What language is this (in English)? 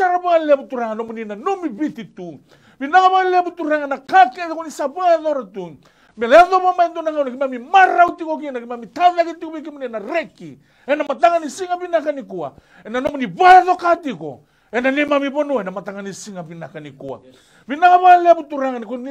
Fijian